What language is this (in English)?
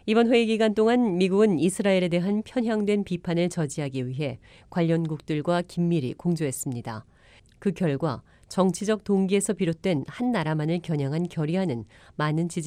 Korean